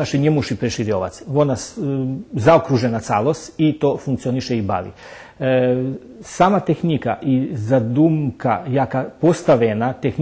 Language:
Rusyn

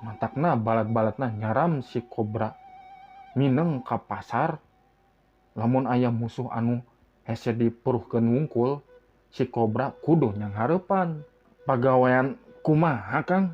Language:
Sundanese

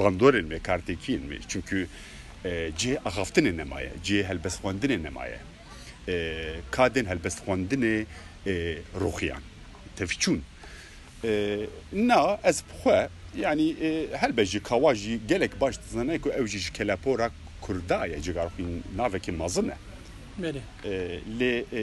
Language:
Kurdish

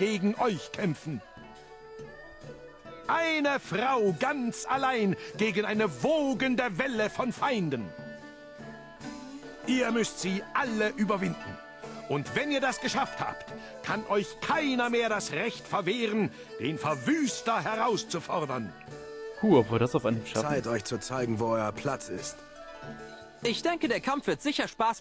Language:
German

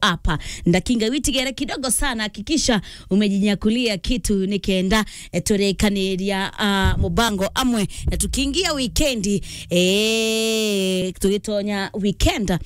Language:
Meru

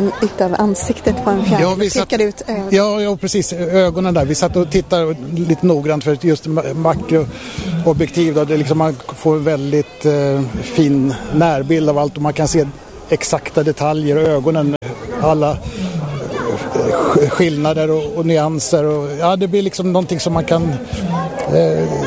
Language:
Swedish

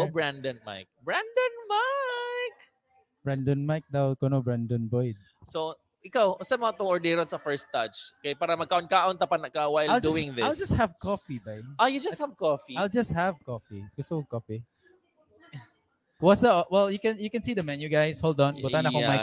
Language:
Filipino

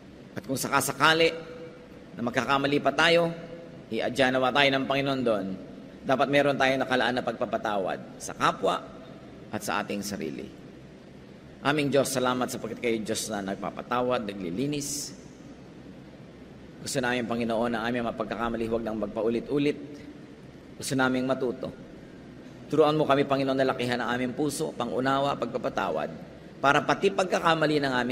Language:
Filipino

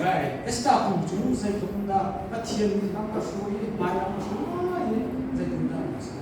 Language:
Hakha Chin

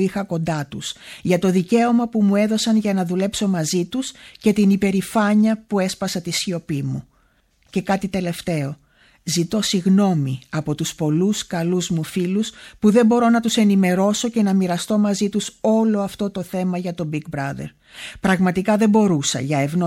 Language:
Greek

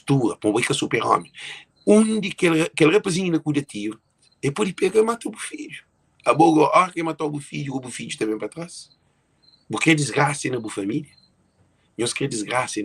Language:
Kabuverdianu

